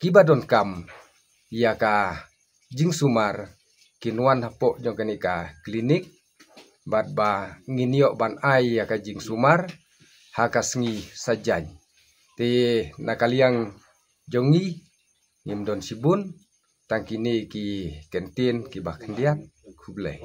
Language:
Khasi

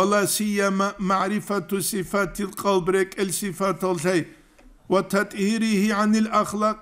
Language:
Avaric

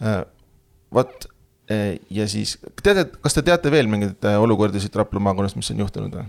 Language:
Estonian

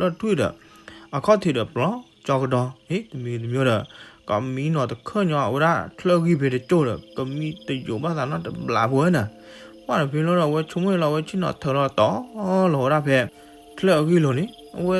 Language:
S'gaw Karen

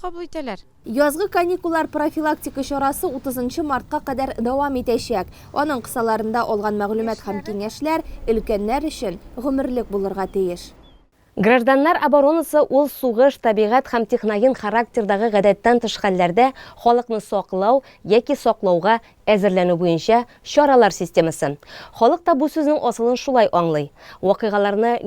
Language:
Tatar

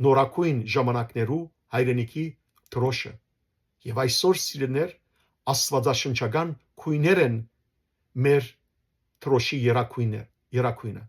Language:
Western Armenian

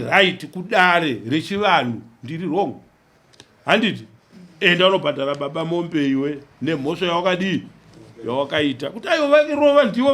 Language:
Shona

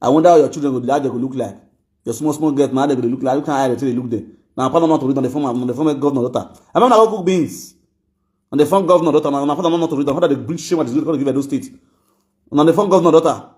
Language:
Nigerian Pidgin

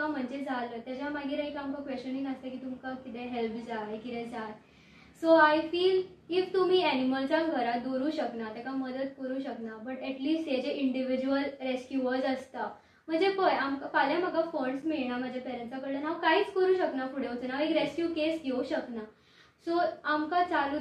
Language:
Konkani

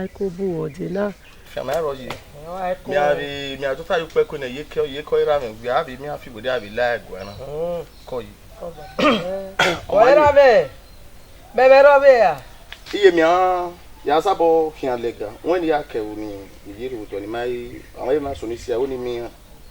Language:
Bini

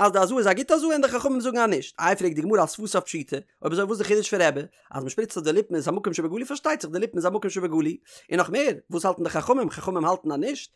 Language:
Yiddish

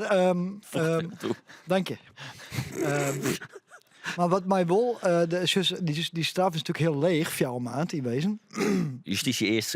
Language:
Western Frisian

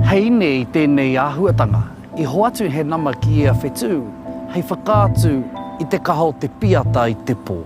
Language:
Māori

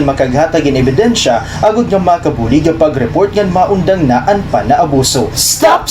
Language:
Waray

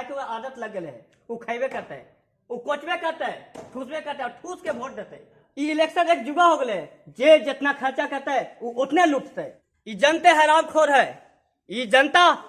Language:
Magahi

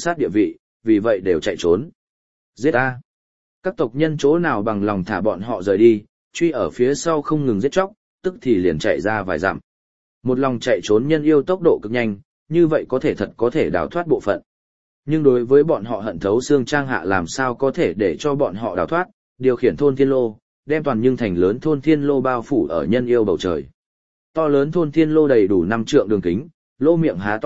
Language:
Vietnamese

